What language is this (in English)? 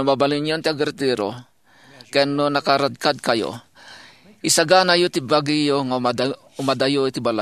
Iloko